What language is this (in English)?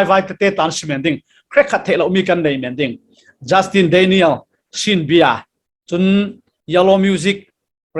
Falam Chin